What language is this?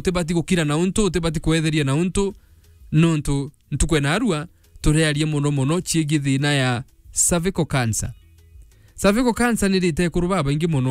Meru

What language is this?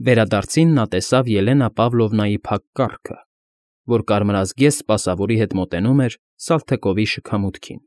Armenian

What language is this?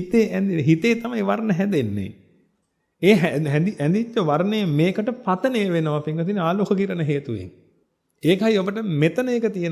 Sinhala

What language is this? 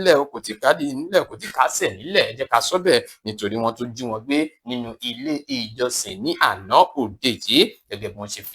Yoruba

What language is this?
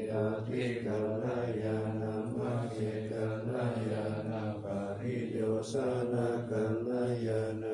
Pali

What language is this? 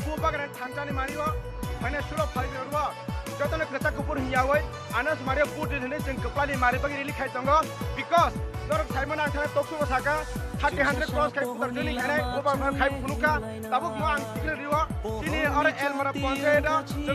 Kok Borok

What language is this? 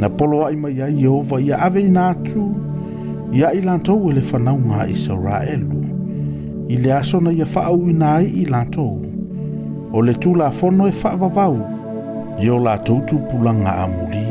Samoan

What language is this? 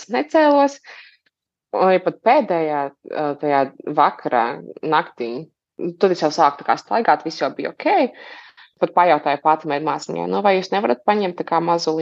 Latvian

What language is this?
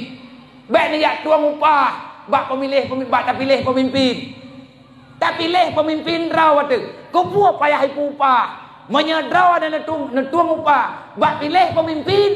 Achinese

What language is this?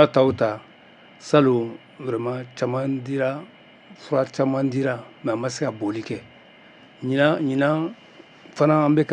Bambara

